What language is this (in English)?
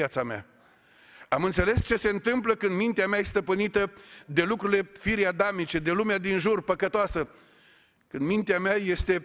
Romanian